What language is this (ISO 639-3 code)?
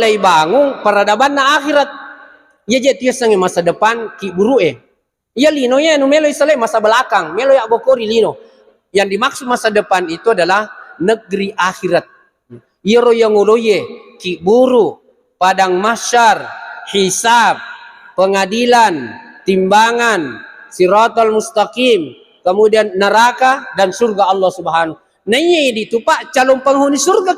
bug